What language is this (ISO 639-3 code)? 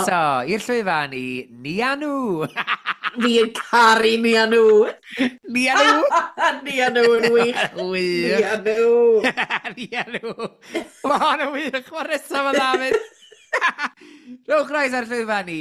cym